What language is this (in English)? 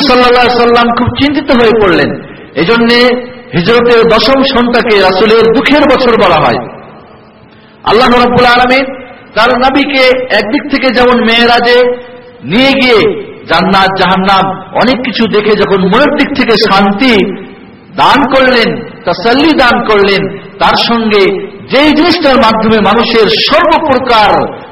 Bangla